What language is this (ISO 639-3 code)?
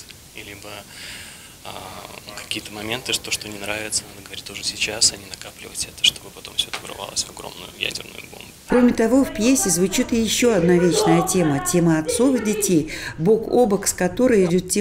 rus